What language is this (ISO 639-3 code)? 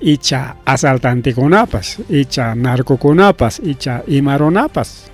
quy